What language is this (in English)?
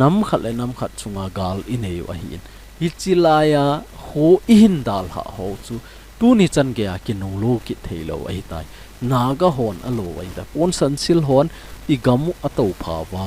Thado Chin